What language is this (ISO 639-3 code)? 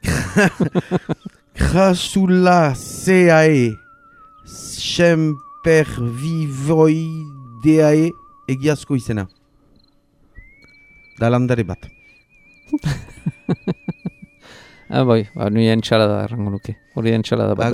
eus